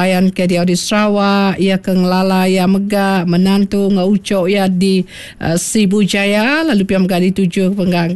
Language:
Iban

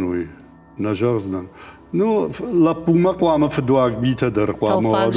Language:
Ossetic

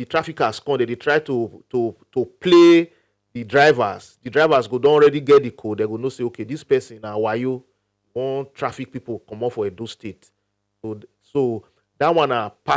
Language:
Nigerian Pidgin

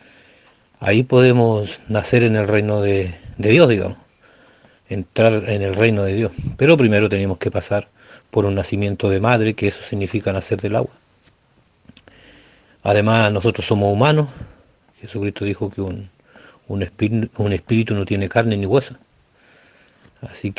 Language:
Spanish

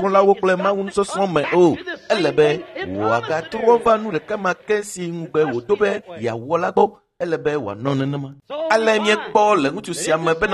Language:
Ewe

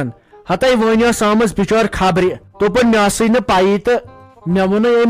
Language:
Kashmiri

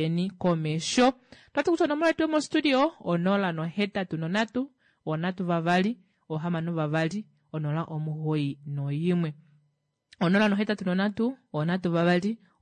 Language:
Kuanyama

